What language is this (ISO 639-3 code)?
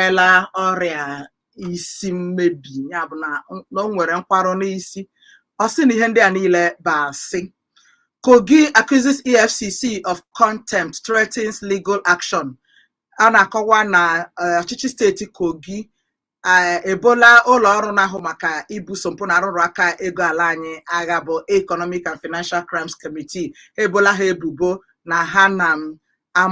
ibo